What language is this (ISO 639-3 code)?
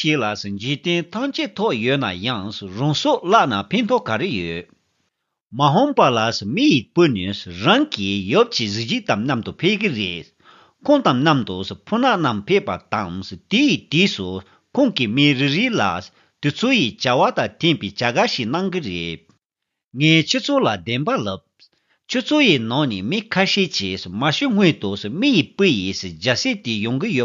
bod